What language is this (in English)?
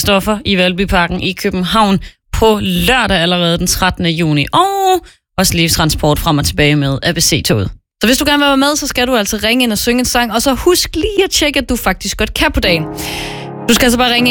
Danish